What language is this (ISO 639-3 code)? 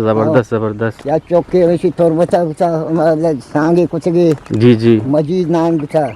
bgp